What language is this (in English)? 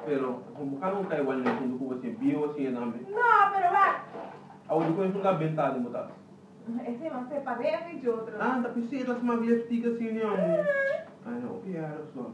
Papiamento